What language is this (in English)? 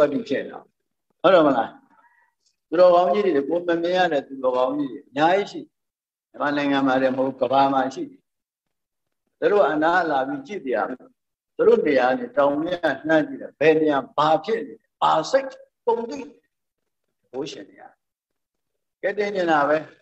Burmese